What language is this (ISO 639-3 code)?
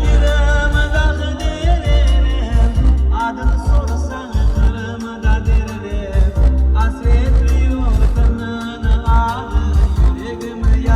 crh